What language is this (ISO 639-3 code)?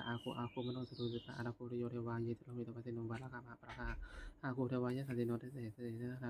pli